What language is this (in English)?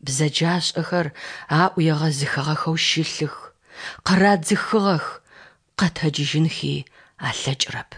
Adyghe